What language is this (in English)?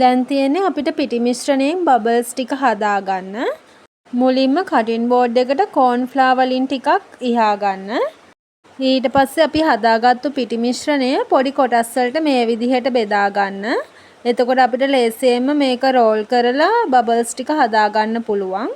Sinhala